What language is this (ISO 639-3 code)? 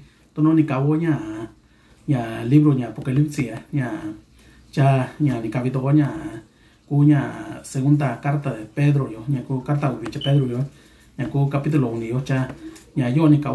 mix